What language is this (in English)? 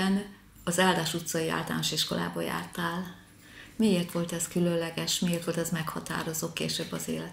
Hungarian